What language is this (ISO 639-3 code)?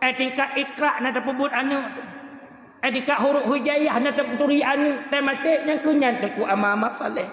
ace